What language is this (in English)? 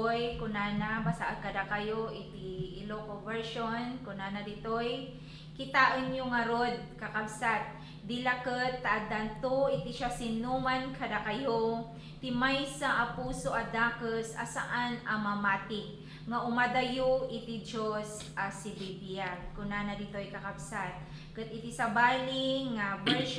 Iloko